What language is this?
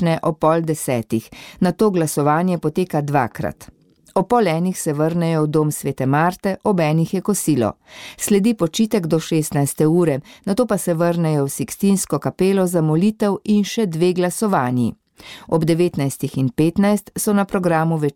Slovenian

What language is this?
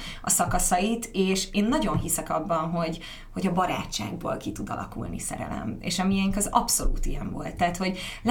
Hungarian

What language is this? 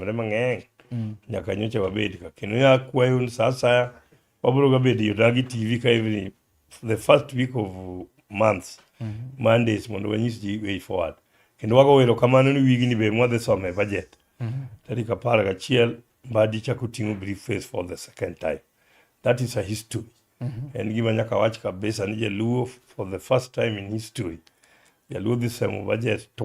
Luo (Kenya and Tanzania)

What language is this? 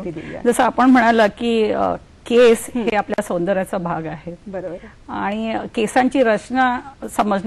Marathi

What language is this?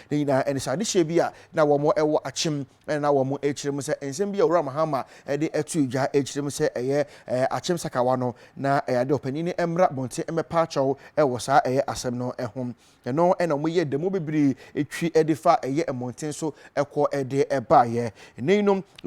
Akan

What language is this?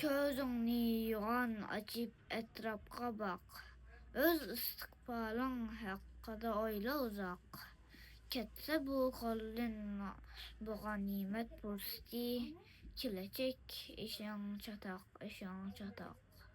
Uyghur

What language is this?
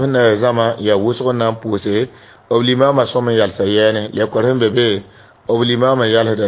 Mossi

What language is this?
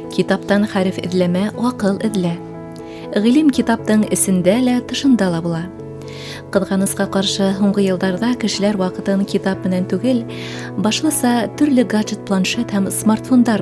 Bashkir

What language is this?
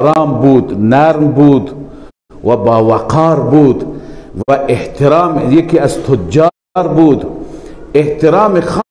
Persian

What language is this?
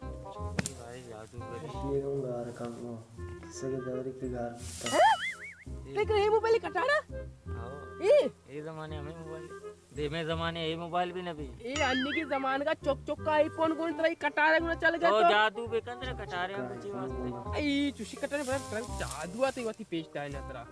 Baluchi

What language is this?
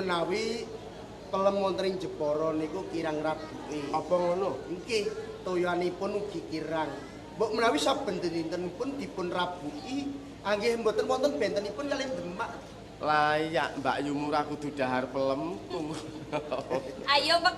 Javanese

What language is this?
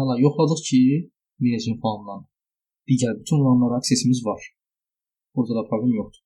Azerbaijani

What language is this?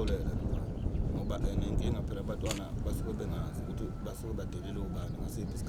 Zulu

